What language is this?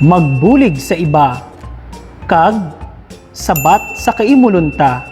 Kinaray-a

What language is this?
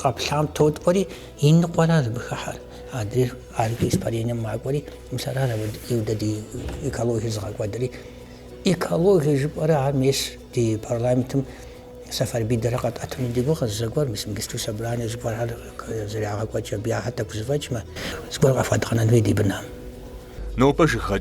Kabardian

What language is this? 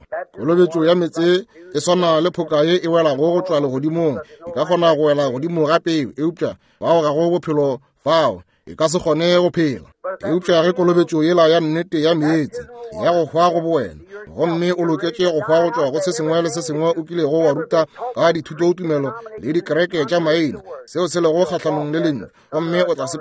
Northern Sotho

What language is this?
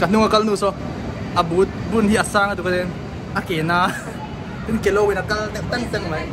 Mizo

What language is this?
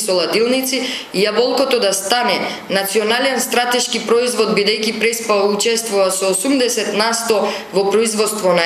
Macedonian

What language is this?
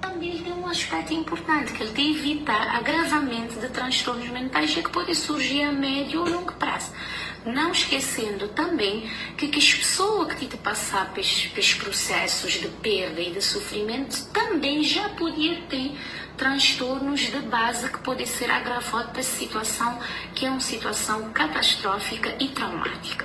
Kabuverdianu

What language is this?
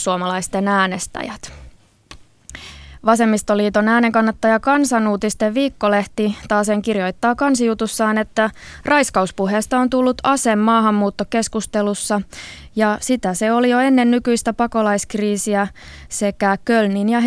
Finnish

